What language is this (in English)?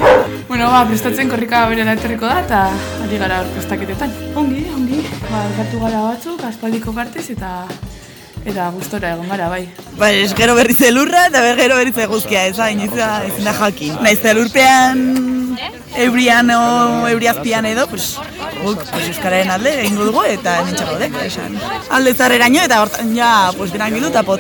Basque